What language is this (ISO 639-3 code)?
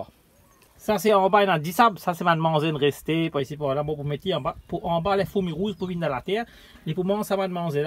mfe